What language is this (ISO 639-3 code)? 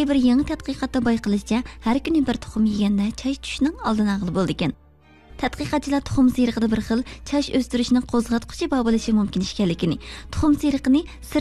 uig